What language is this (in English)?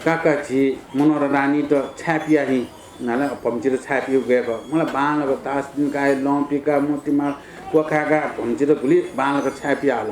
Newari